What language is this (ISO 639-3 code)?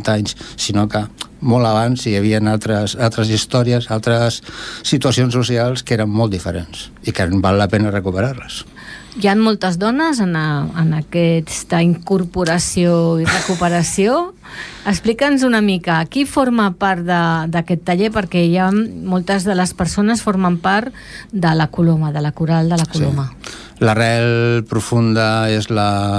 cat